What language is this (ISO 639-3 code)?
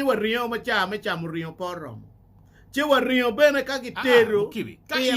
ach